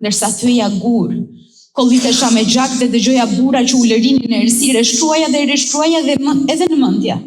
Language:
Albanian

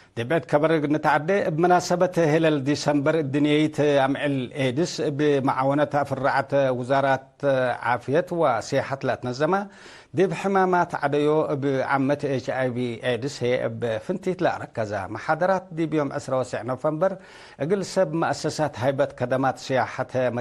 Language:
Tigre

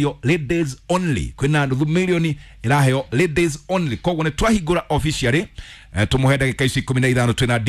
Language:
Kikuyu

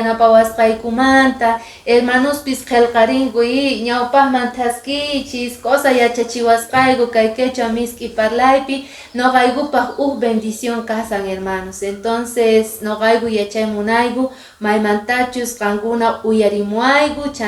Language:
Quechua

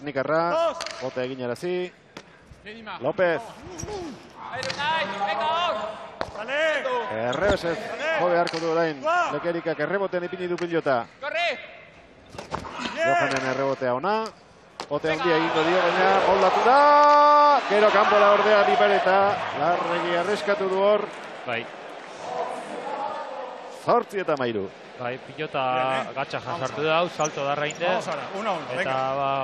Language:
Basque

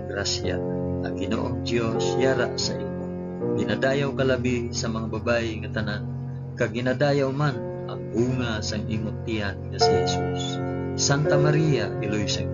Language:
Hiligaynon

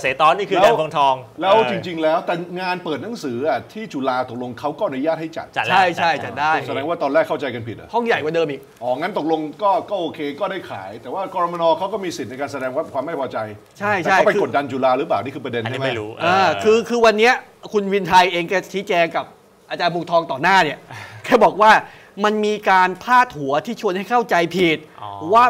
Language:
Thai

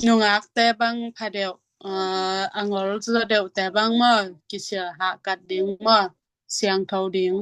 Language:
Tedim Chin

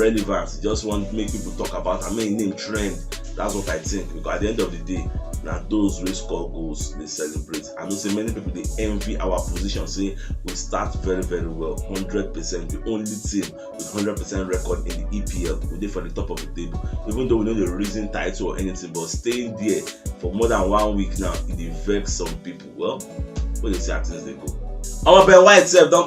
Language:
Nigerian Pidgin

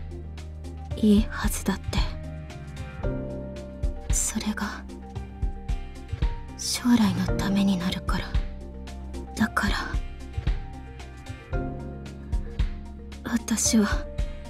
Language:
Japanese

